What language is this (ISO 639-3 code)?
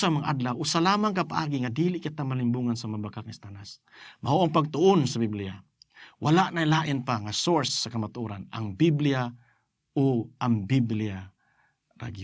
ceb